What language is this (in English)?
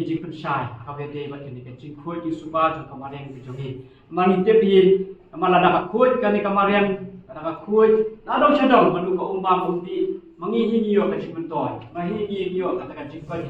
Khasi